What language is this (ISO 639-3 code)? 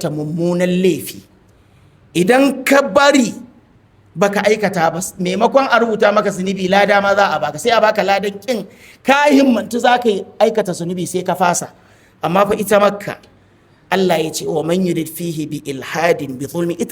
hau